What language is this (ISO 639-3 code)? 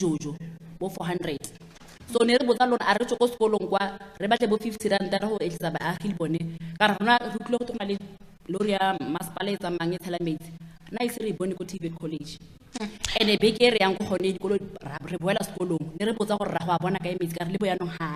tsn